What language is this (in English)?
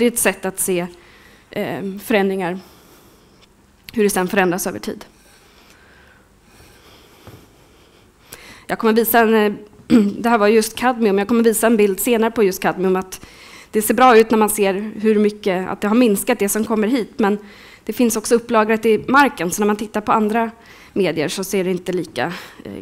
Swedish